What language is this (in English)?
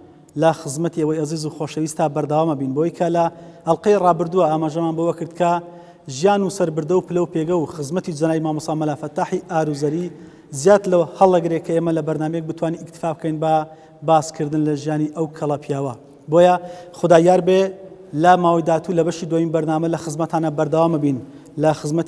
Central Kurdish